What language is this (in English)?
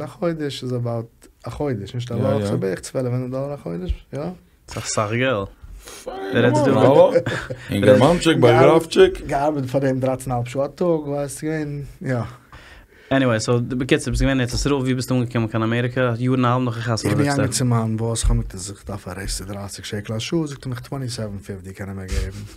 Yiddish